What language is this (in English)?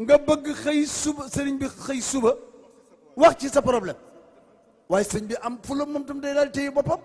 Wolof